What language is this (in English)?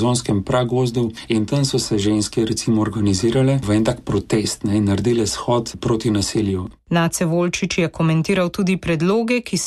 Slovenian